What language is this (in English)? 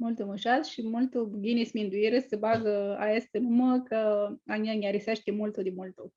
Aromanian